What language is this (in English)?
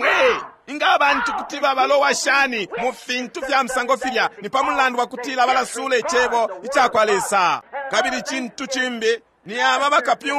Bemba